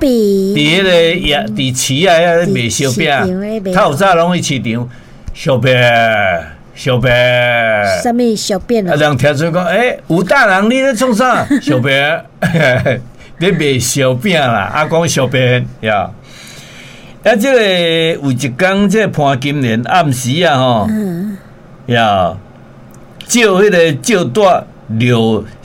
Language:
Min Nan Chinese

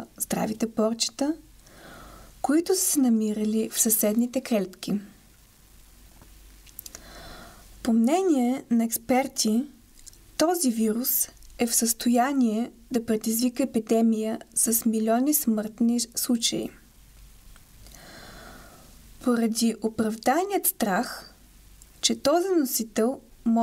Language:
Bulgarian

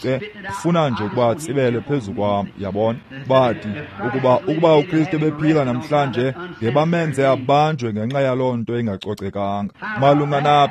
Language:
Xhosa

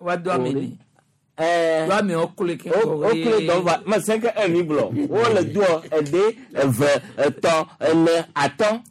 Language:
Gen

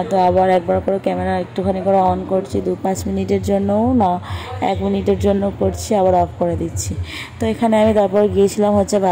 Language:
Bangla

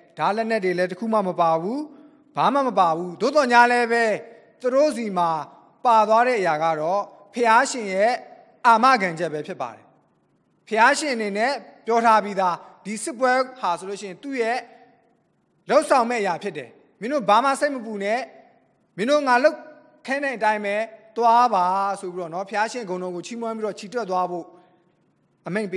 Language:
Burmese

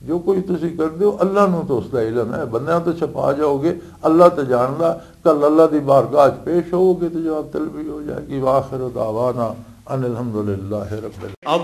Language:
Western Panjabi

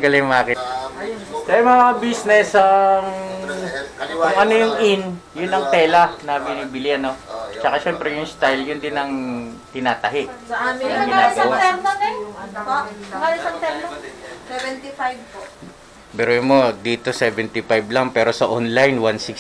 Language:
Filipino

